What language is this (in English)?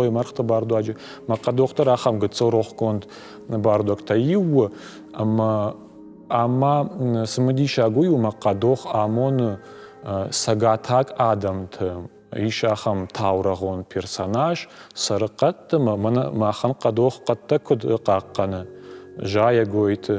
Ossetic